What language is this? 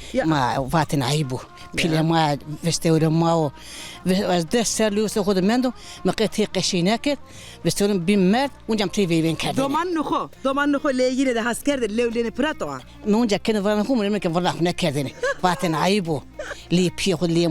Zaza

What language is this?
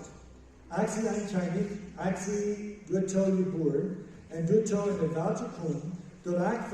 Plautdietsch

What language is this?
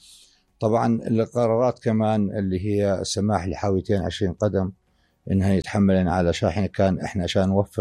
North Levantine Arabic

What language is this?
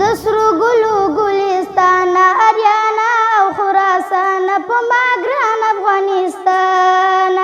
Pashto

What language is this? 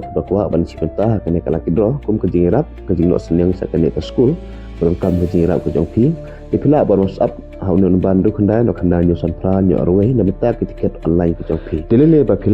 Khasi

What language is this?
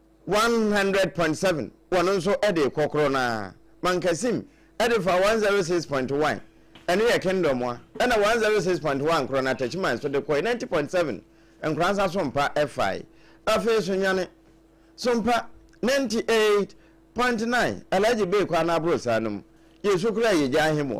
Akan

